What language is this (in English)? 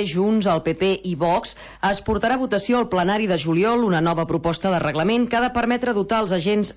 Catalan